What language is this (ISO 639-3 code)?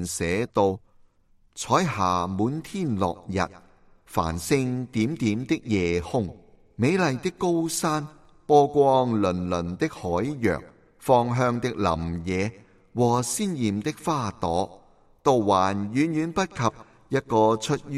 yue